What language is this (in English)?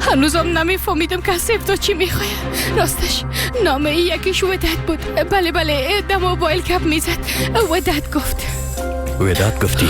Persian